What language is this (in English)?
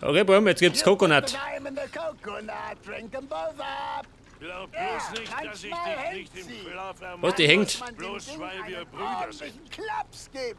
Bavarian